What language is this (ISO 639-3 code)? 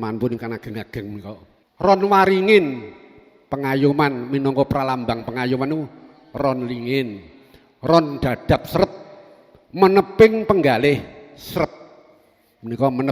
jav